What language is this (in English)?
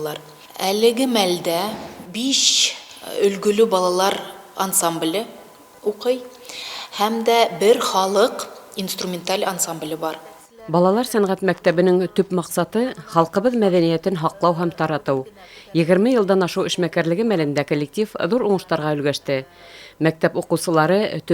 Bashkir